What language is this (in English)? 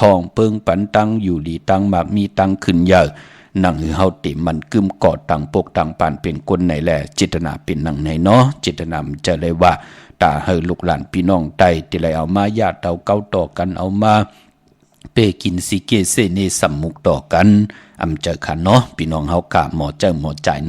Shan